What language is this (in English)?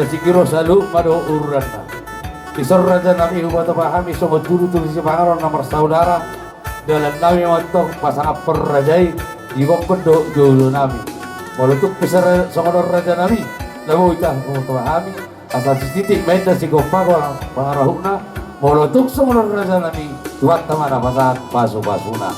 Batak Toba